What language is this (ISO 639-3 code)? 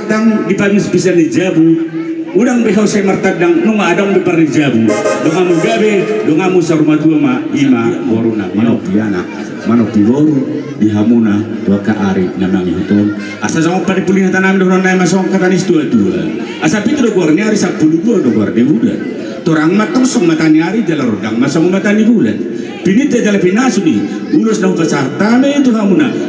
bbc